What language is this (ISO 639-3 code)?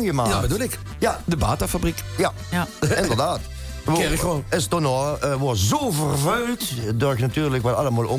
lim